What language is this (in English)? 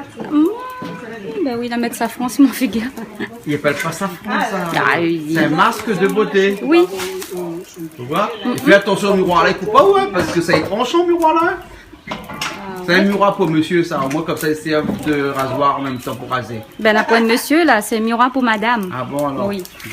Réunion Creole French